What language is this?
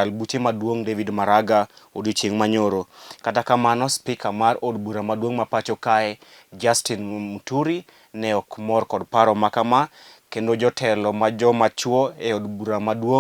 Luo (Kenya and Tanzania)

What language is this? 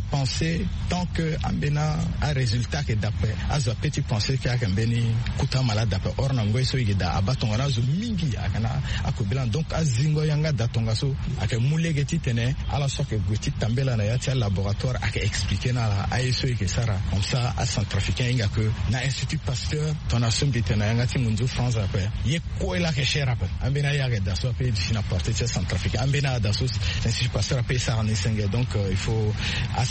Sango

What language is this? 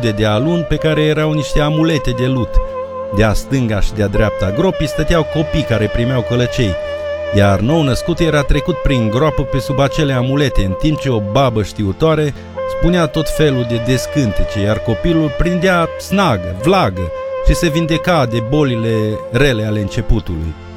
Romanian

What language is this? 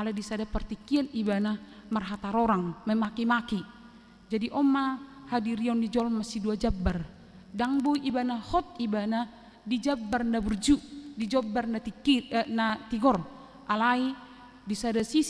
Batak Toba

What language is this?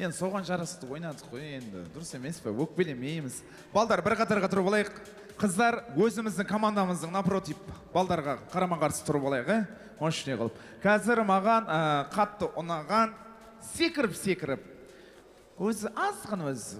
Kara-Kalpak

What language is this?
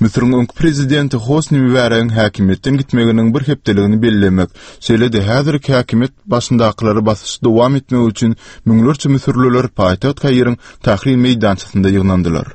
Turkmen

